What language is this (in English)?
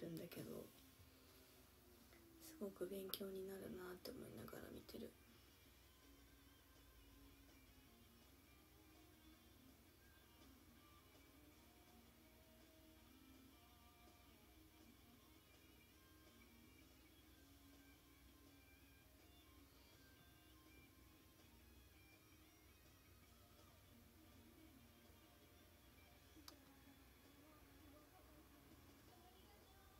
Japanese